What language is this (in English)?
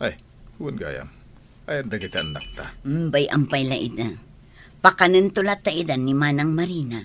Iloko